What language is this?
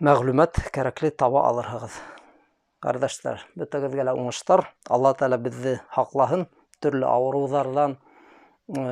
Bashkir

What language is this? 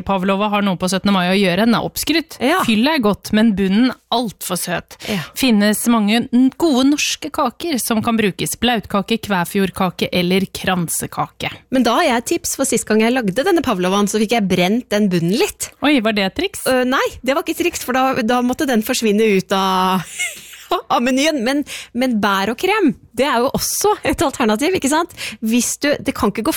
Norwegian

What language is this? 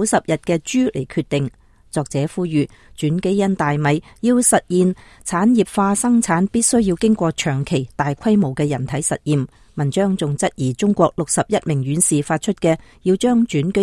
Cantonese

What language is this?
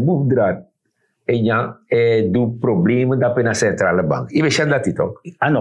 Sranan Tongo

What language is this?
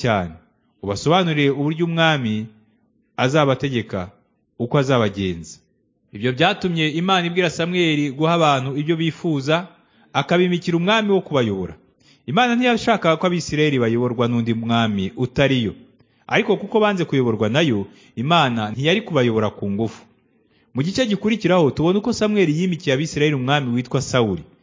Kinyarwanda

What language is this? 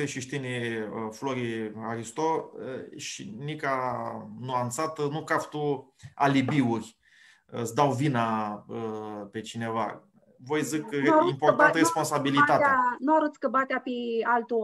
Aromanian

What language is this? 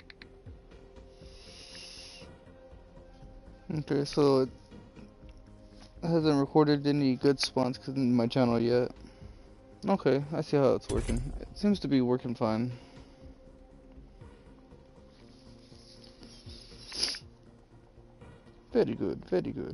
English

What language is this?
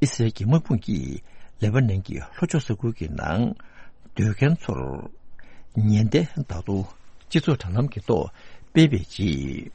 Tibetan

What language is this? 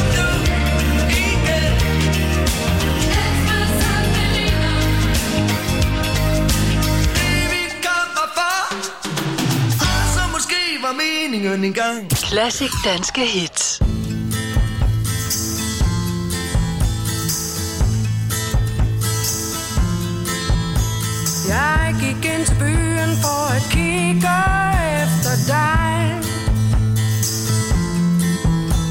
Danish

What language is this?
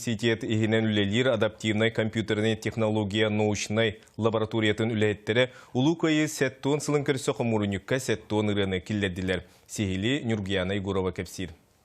Yakut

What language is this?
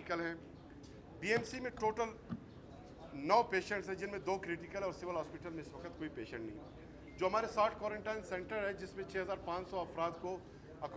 Urdu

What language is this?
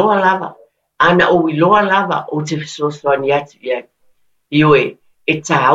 Samoan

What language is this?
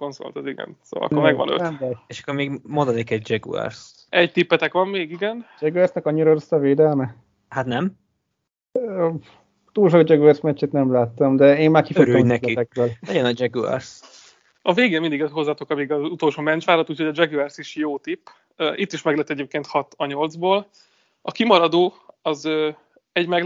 Hungarian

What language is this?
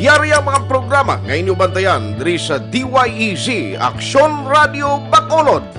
Hiligaynon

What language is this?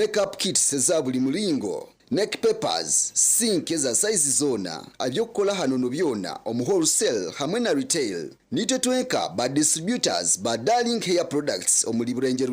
Nyankole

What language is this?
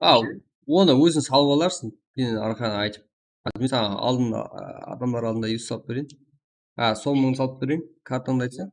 Kara-Kalpak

